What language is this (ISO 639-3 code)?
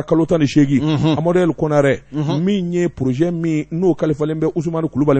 bam